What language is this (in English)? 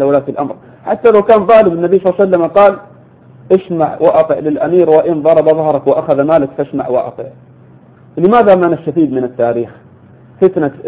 Arabic